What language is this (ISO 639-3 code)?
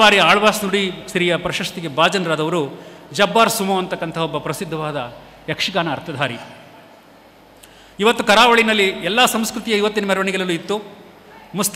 kan